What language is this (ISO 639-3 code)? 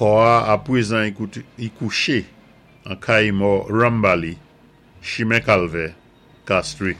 acf